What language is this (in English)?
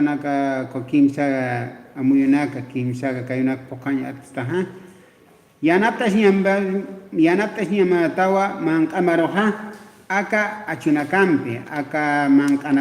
Aymara